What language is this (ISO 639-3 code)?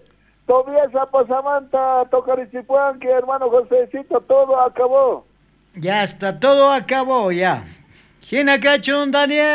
quh